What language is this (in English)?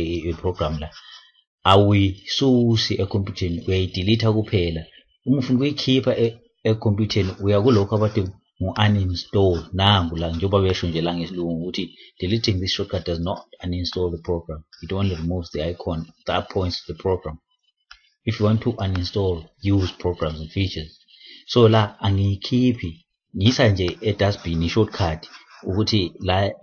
Zulu